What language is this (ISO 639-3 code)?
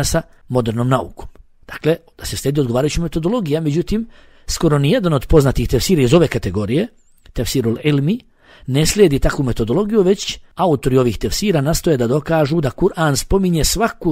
bos